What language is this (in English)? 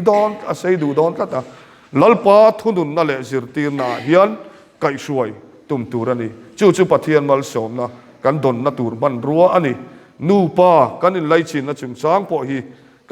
Mizo